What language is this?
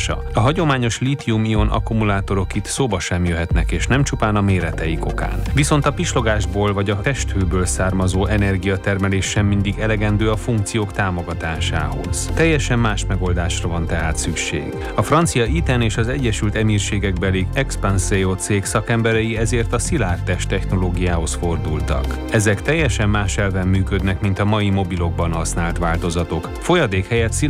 Hungarian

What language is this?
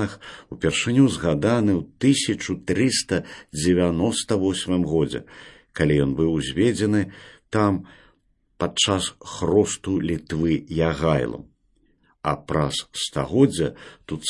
Belarusian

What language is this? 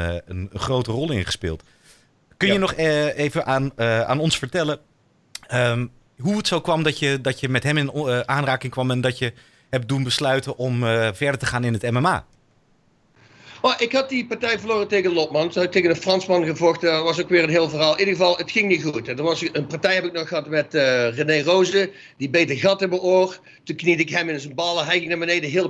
Dutch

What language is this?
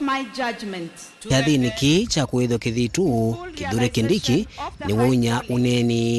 Kamba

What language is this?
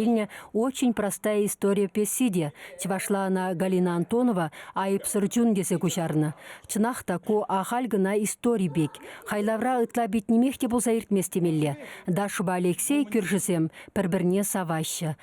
Chuvash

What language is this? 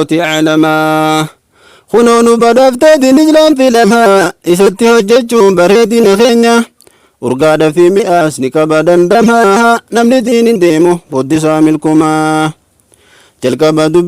Oromo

